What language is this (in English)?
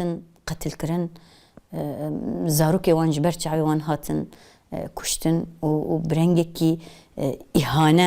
Kurdish